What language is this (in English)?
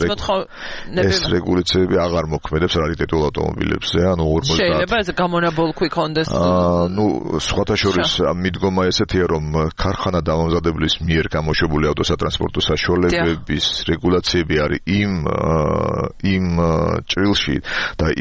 Georgian